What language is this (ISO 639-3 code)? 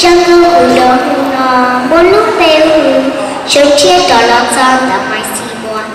hmn